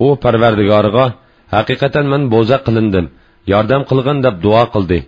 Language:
Uyghur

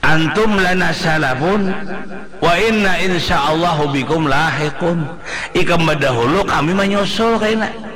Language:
Banjar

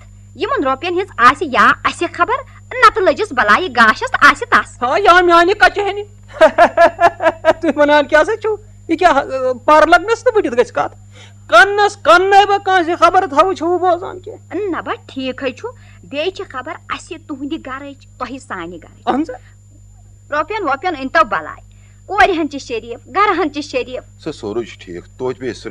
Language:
Kashmiri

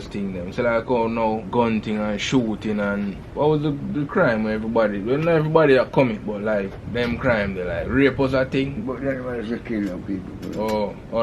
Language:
Jamaican Creole English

